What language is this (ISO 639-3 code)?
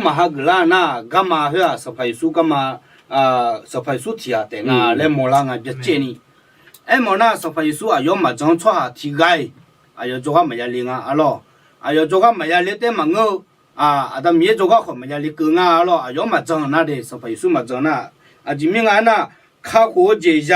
ahk